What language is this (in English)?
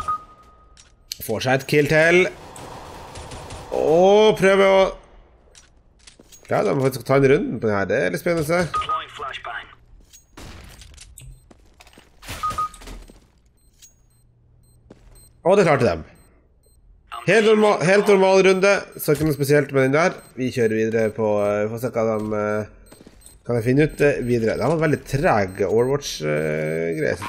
Norwegian